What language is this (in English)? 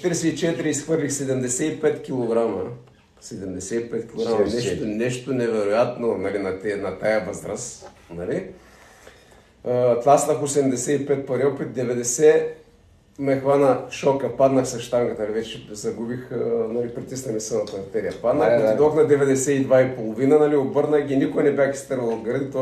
Bulgarian